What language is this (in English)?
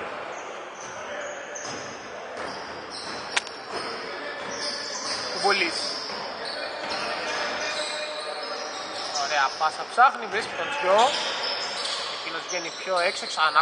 Greek